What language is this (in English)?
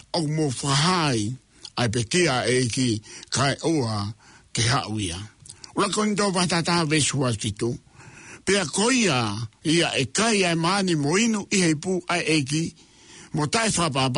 Tongan